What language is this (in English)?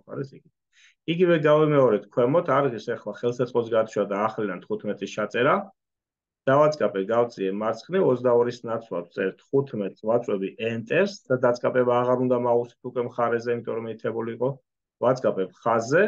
Georgian